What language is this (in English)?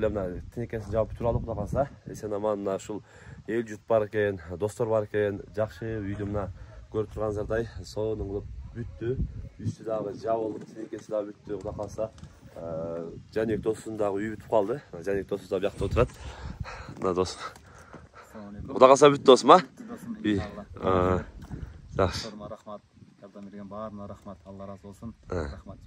Kyrgyz